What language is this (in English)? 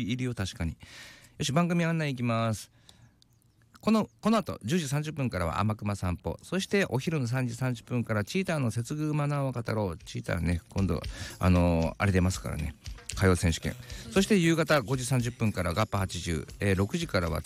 Japanese